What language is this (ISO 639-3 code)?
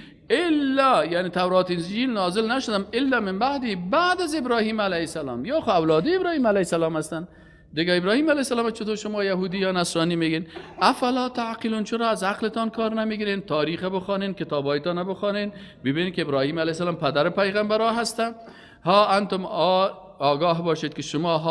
fas